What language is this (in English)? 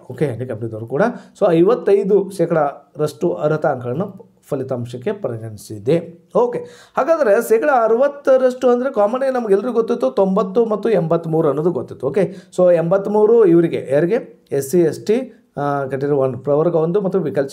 Kannada